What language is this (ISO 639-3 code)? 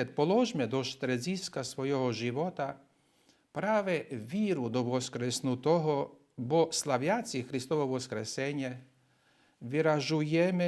rue